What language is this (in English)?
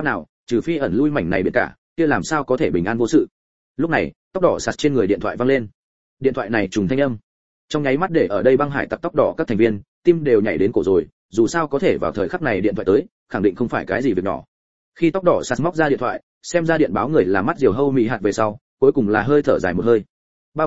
Vietnamese